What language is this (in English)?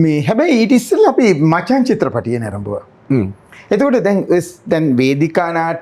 Sinhala